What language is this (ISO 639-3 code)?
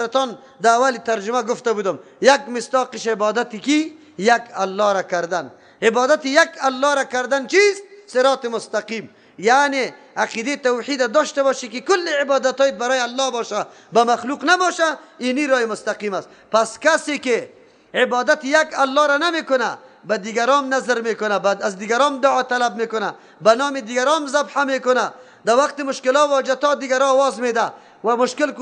fas